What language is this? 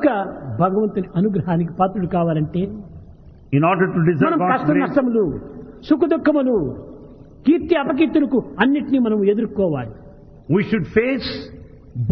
Telugu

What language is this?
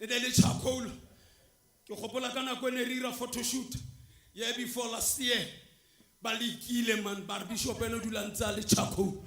Tswana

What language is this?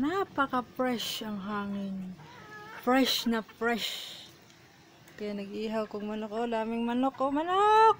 Cebuano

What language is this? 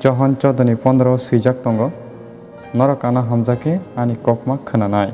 Kok Borok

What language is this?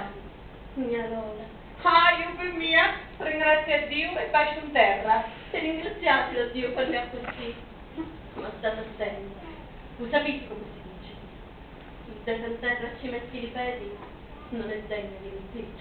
Sicilian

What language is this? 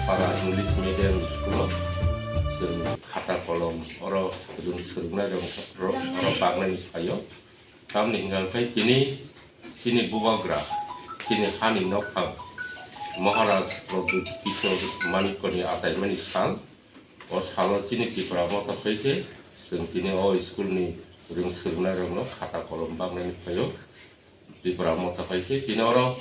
Kok Borok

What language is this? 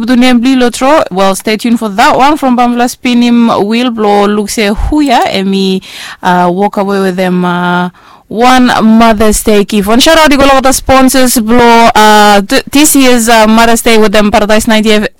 Bislama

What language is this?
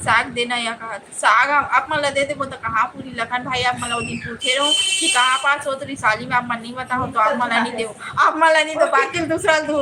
Chhattisgarhi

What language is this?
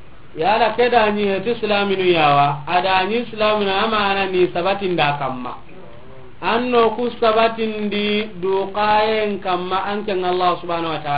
Soninke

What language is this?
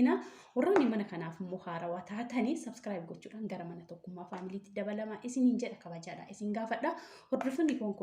Oromo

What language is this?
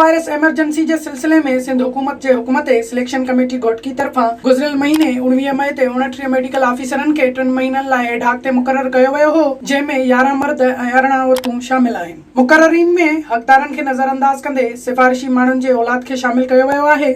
Sindhi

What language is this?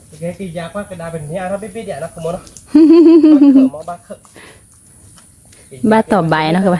S'gaw Karen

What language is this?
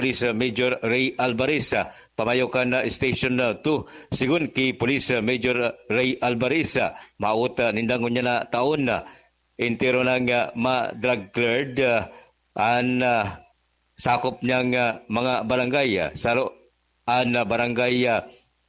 Bikol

